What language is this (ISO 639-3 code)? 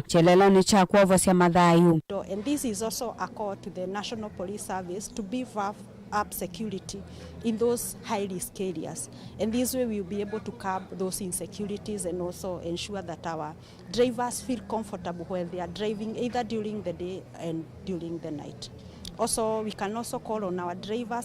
kam